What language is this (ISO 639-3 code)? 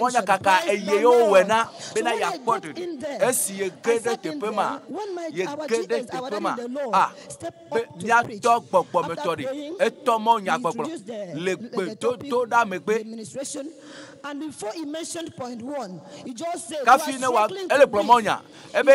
ewe